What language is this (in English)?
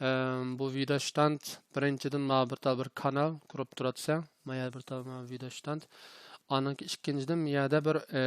Uyghur